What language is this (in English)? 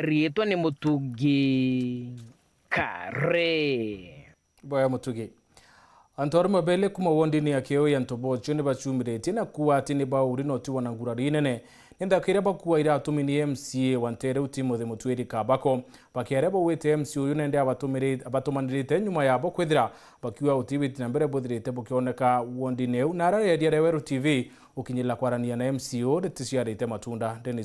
Meru